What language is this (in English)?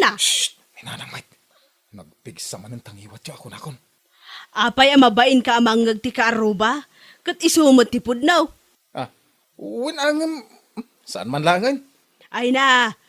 Iloko